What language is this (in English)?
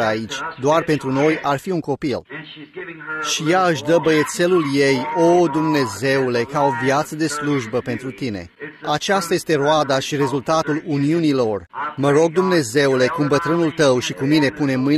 Romanian